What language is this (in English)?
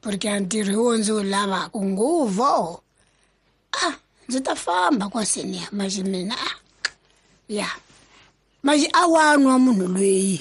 Tsonga